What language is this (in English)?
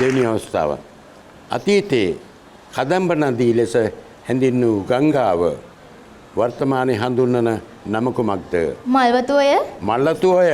Sinhala